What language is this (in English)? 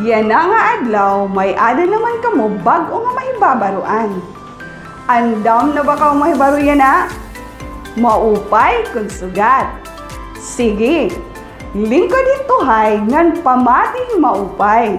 Waray